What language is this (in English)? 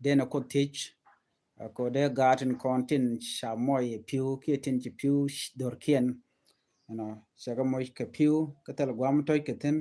Nuer